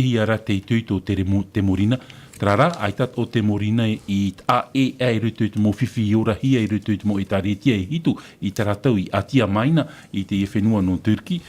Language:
Tahitian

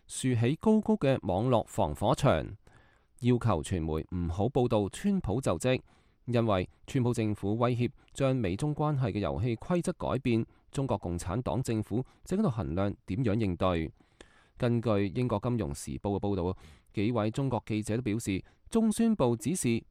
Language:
Cantonese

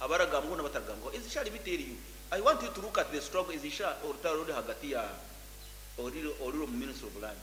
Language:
Nyankole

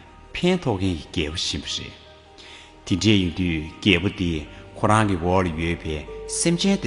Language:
Tibetan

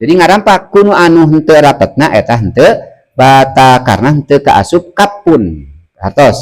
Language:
Sundanese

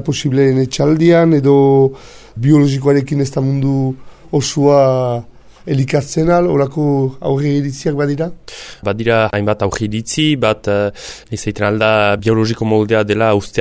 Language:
Basque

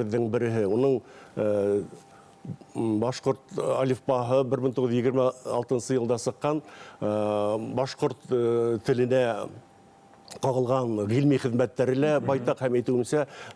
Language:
Bashkir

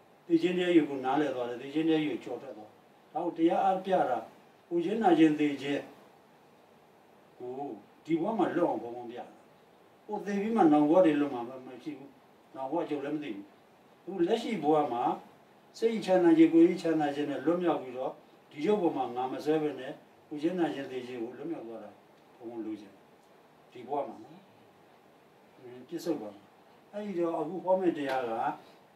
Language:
Burmese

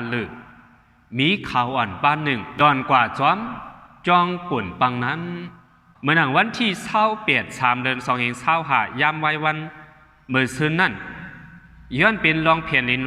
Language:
Shan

